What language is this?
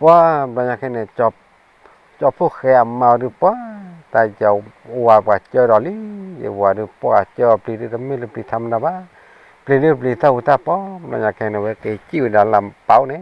S'gaw Karen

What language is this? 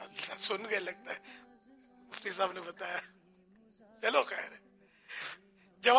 Urdu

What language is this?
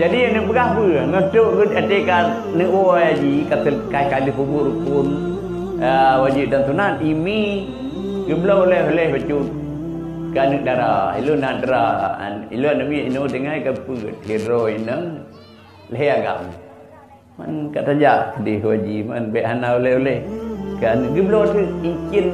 Achinese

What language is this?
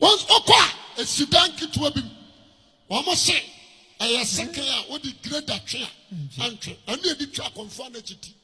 Akan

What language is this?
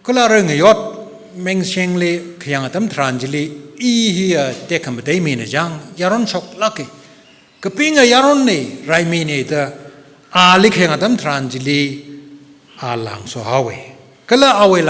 Tangkhul Naga (India)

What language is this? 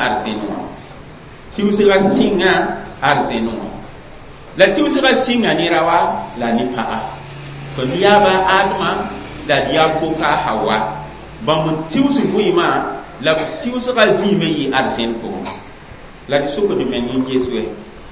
Mossi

